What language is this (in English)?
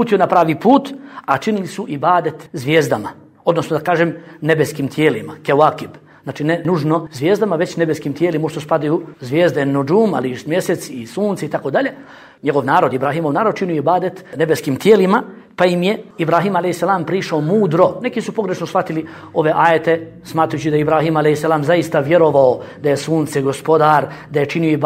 Bosnian